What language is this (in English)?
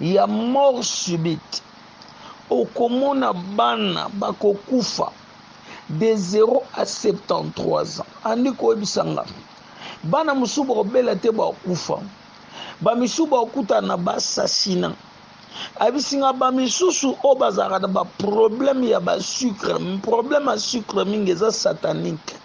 Lingala